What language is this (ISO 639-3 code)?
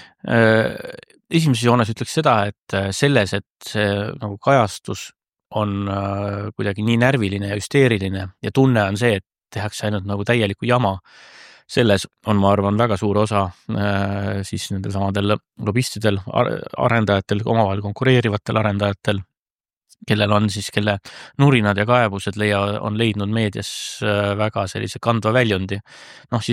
est